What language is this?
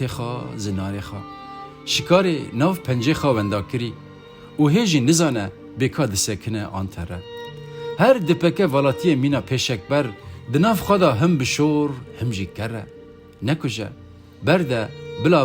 Kurdish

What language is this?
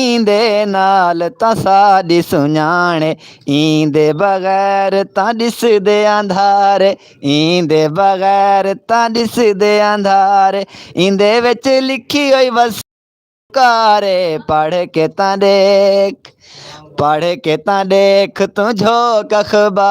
Saraiki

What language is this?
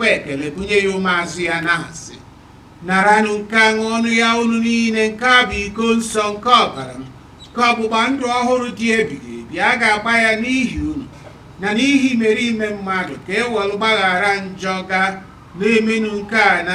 Igbo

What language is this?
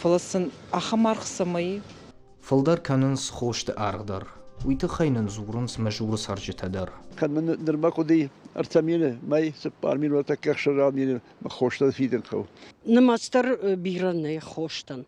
Ossetic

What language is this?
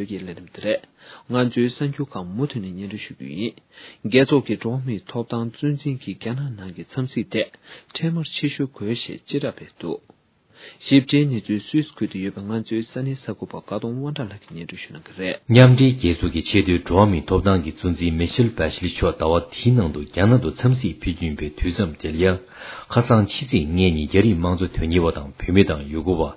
Tibetan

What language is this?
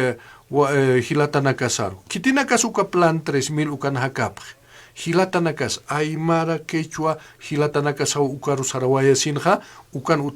Aymara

